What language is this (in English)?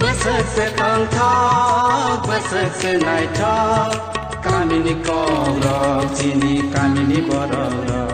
Kok Borok